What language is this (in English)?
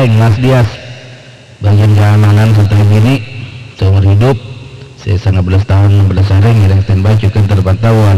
Madurese